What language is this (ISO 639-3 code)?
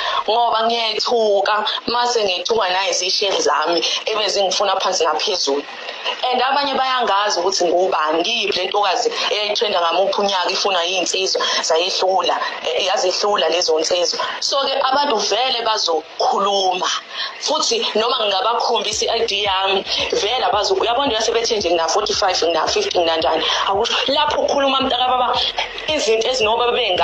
zul